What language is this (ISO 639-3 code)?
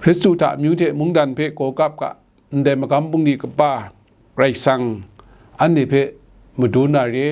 kac